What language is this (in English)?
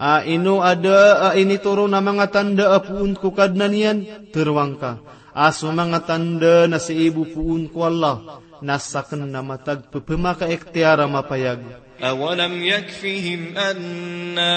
Maranao